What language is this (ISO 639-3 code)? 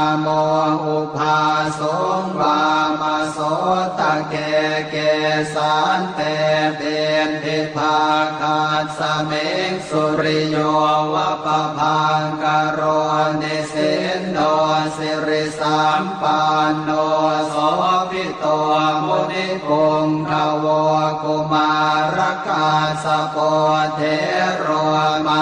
pli